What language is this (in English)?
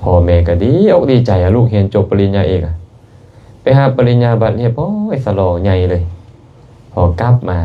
Lao